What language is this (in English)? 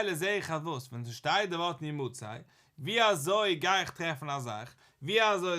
Yiddish